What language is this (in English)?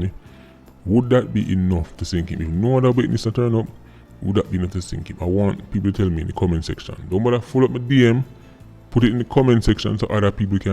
Jamaican Creole English